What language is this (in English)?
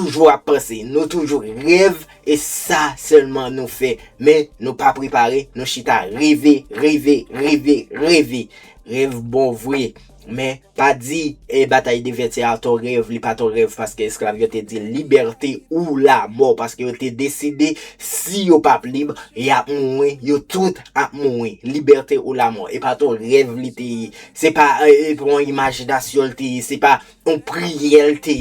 Haitian Creole